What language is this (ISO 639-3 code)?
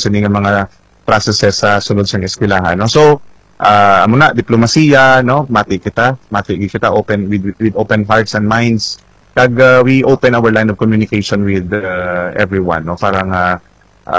hil